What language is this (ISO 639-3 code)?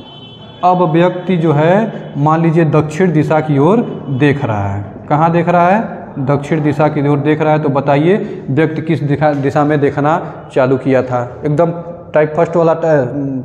hin